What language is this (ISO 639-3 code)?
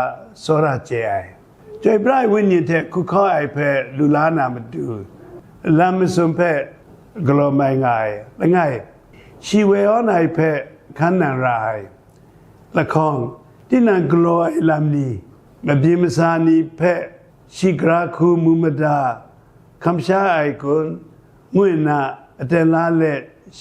kac